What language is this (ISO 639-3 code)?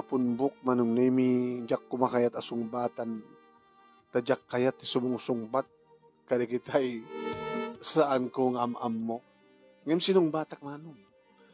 ilo